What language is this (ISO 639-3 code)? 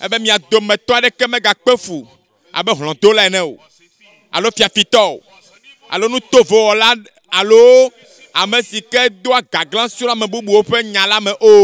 ewe